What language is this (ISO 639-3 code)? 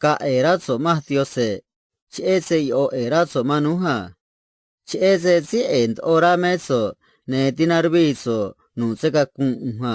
trc